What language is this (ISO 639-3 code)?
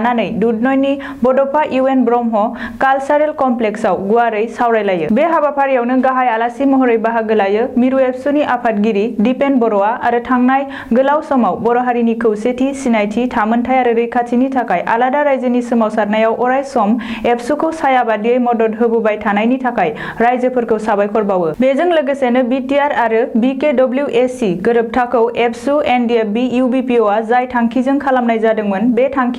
brx